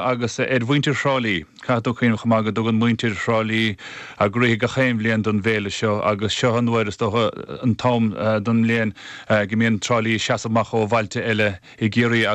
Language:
Irish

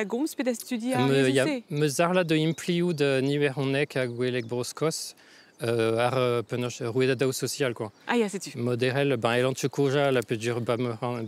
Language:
Breton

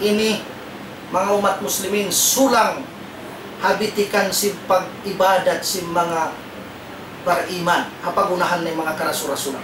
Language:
Tausug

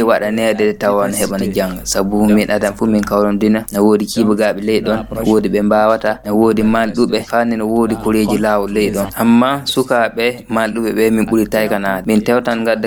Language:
Fula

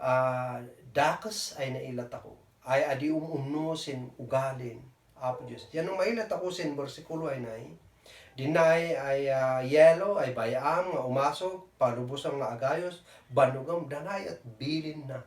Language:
Kankanaey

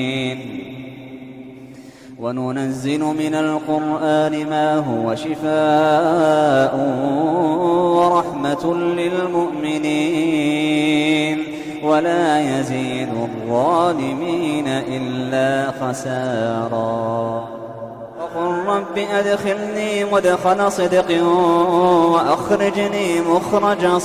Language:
Arabic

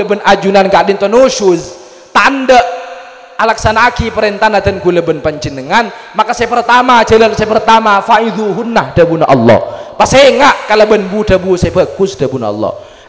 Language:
Madurese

